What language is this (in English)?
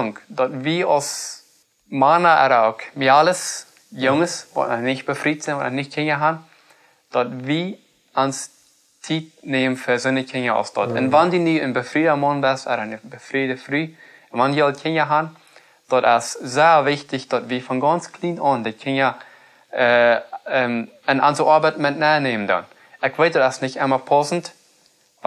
Plautdietsch